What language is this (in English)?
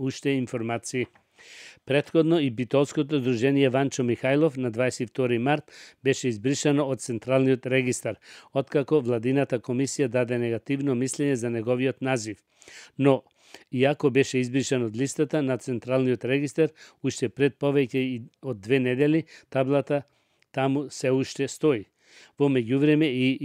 Macedonian